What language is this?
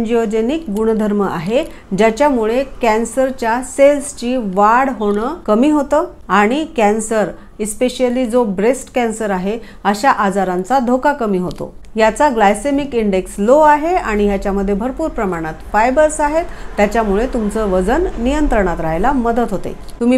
Marathi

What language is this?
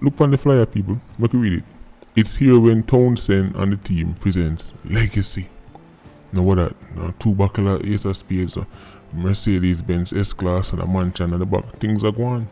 Jamaican Creole English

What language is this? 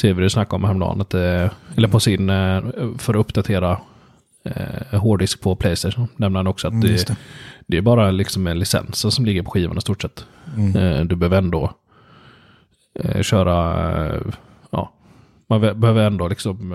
Swedish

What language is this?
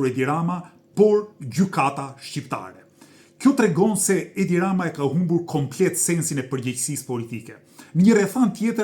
Albanian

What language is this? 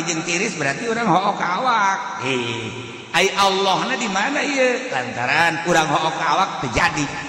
Sundanese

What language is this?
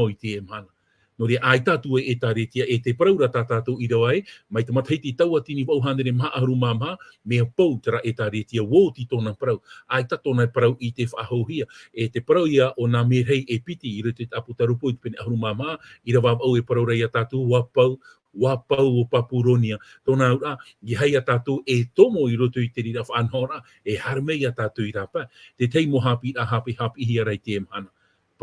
Tahitian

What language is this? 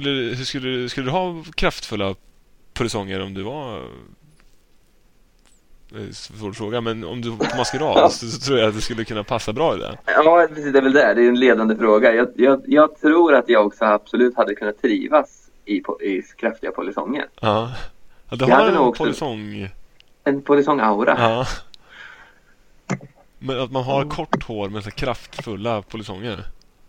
Swedish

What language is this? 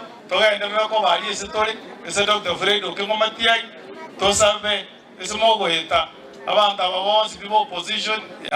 Gusii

